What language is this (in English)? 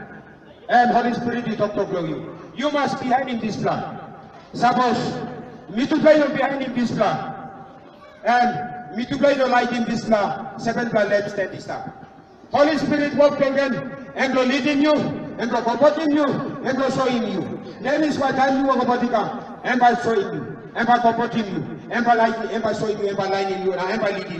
Tok Pisin